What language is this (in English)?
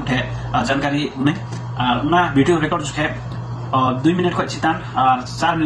Santali